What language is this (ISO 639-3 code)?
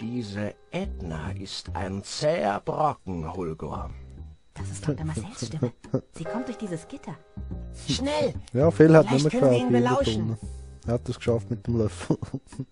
gsw